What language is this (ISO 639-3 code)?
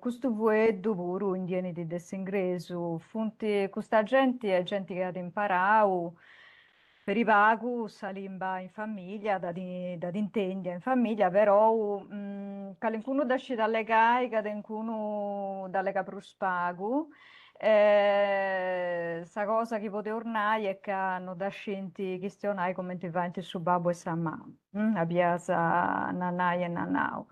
srd